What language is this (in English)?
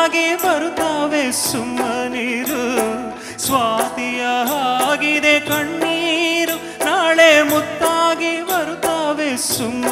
Kannada